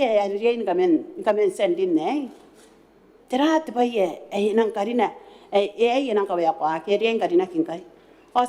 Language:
Gilbertese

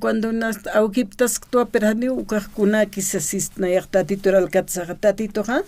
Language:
Aymara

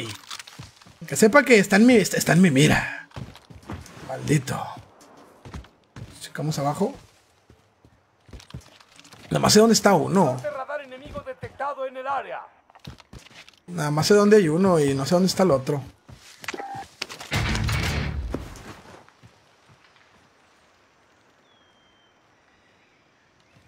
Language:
Spanish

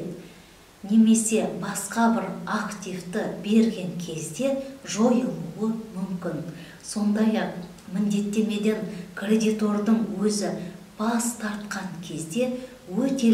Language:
Kazakh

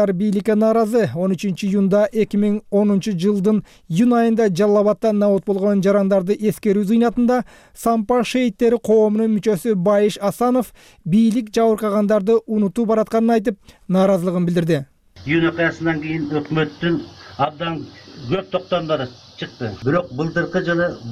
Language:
Kyrgyz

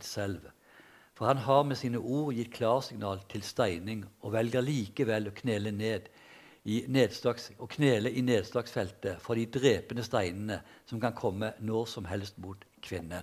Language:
Norwegian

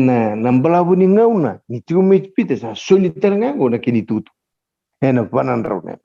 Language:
Fijian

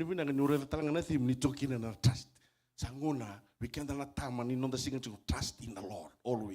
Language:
Fijian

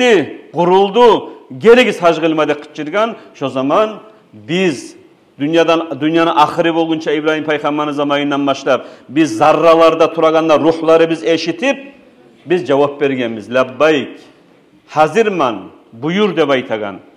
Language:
Kumyk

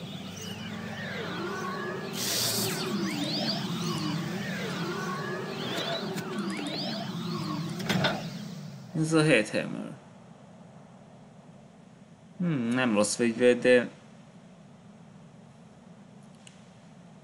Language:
Hungarian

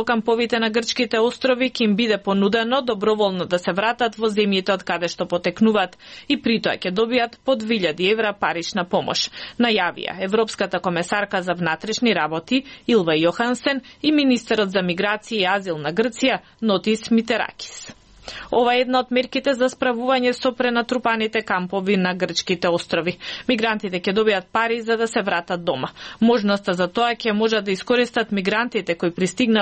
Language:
Macedonian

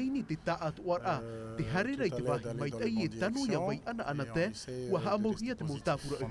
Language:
Tahitian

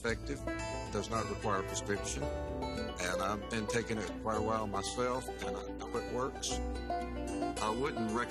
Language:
English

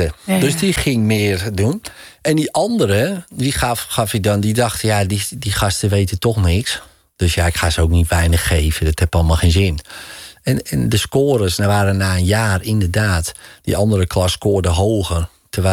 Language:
Dutch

